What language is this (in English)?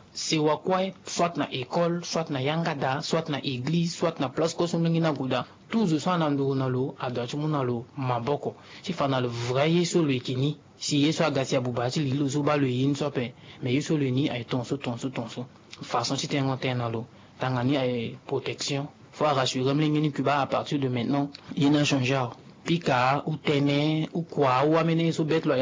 Sango